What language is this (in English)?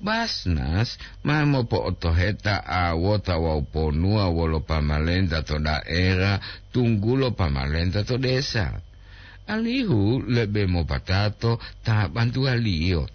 Gorontalo